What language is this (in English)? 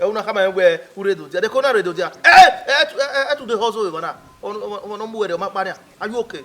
Bini